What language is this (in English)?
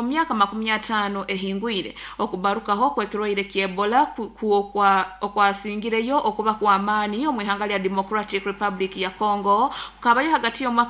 Nyoro